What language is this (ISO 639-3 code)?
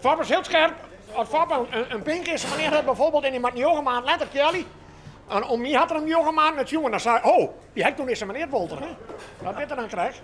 fry